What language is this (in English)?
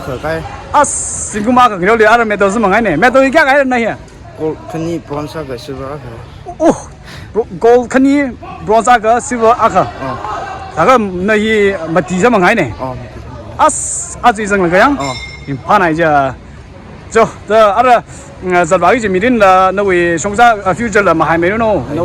Tangkhul Naga (India)